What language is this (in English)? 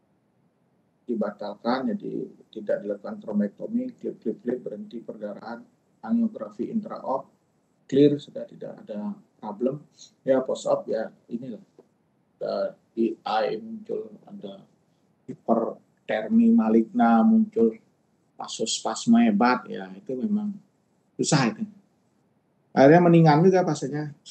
Indonesian